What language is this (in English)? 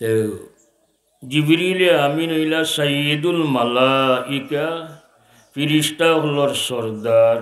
Sylheti